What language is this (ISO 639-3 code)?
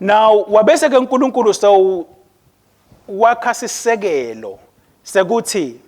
ssw